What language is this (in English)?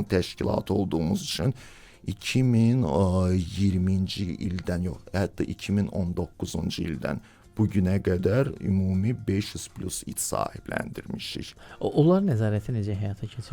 Azerbaijani